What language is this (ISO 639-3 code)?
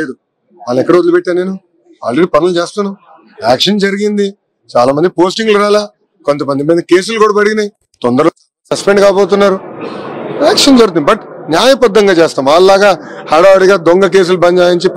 tel